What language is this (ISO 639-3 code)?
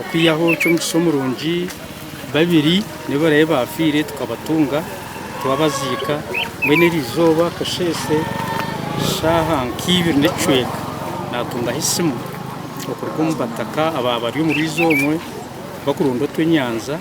nyn